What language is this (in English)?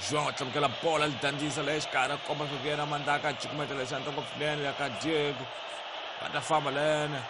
Tsonga